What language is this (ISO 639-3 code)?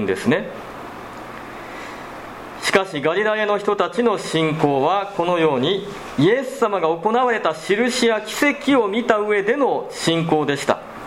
jpn